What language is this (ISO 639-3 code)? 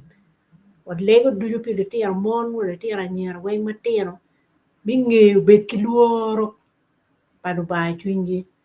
ach